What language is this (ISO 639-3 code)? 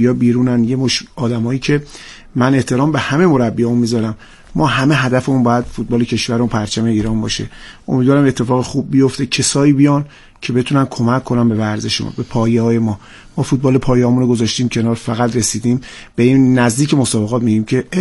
fas